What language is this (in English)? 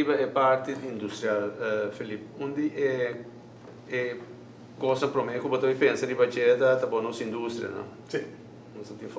Papiamento